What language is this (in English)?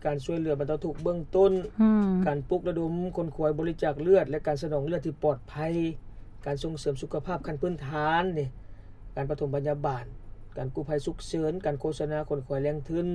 Lao